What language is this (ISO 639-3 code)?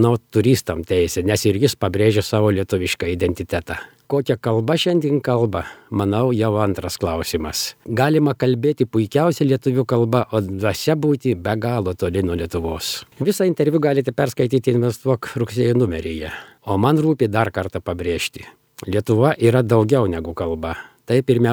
lit